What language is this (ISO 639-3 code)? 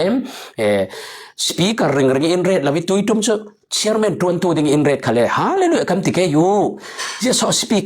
cfm